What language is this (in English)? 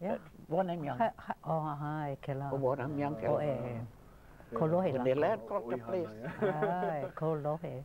Hawaiian